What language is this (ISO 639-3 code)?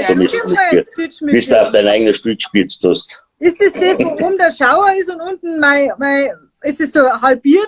bar